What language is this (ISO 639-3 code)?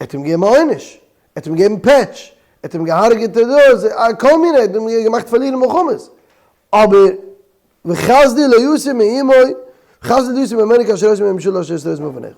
yid